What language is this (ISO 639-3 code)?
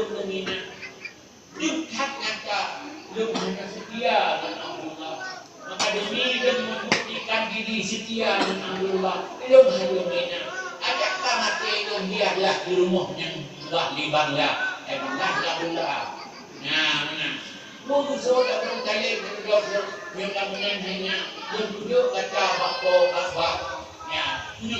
ace